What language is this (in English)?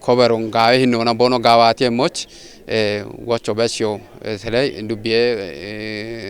Kafa